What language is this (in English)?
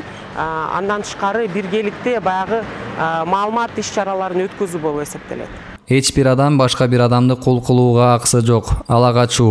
Kyrgyz